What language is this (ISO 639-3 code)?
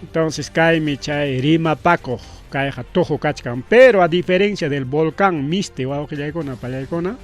quy